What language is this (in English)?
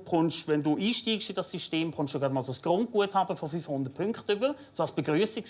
Swiss German